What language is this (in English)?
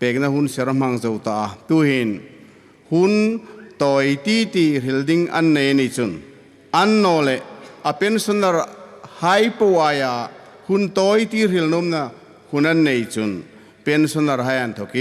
Hmar